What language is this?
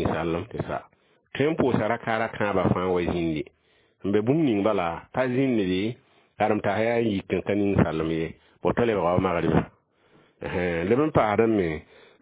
Mossi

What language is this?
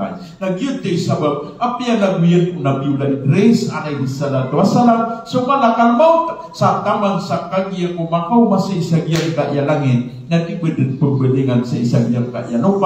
Maranao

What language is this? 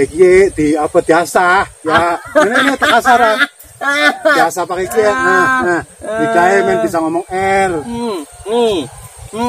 Betawi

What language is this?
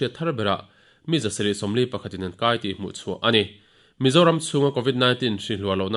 Mizo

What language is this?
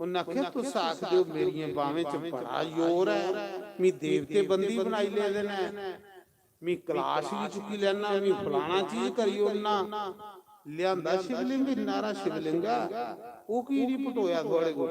Dogri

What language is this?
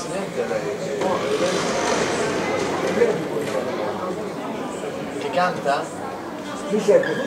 Italian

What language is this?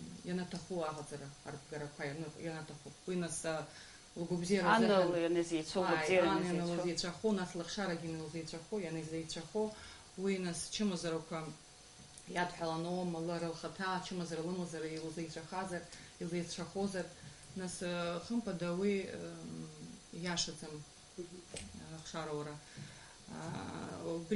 Abkhazian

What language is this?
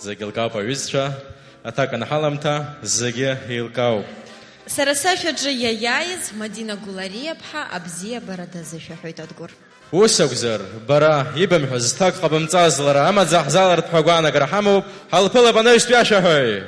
Abkhazian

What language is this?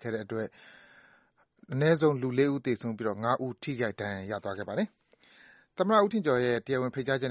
Burmese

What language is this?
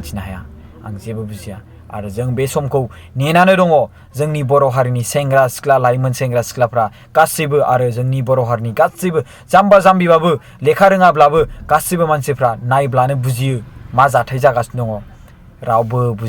Bodo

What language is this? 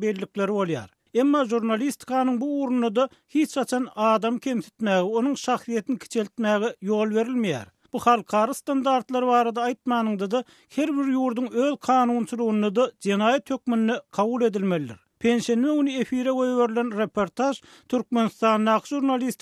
Turkmen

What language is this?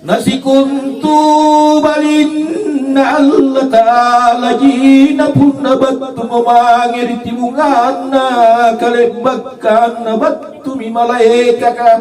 Makasar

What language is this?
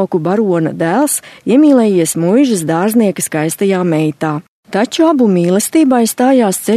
Latvian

